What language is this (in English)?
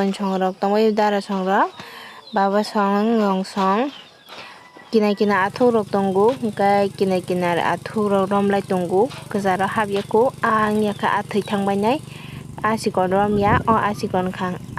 Kok Borok